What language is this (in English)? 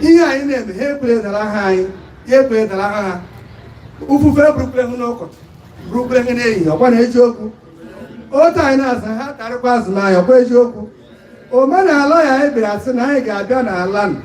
Igbo